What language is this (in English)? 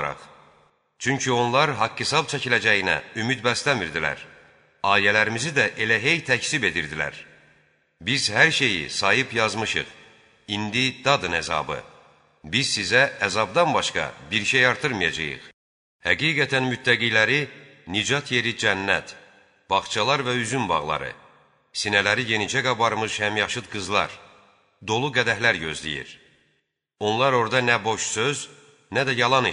Azerbaijani